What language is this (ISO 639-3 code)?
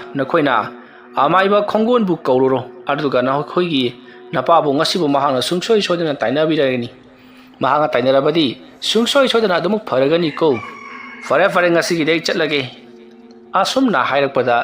mni